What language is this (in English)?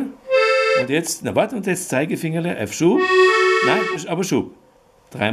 Bavarian